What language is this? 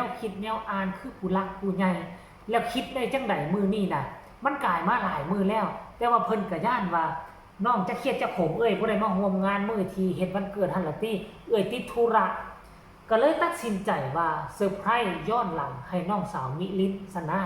Northeastern Thai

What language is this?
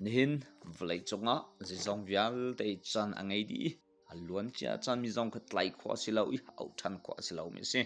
Hakha Chin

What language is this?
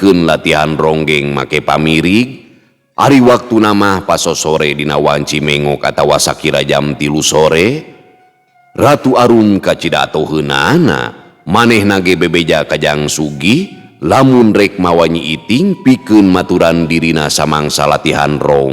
Sundanese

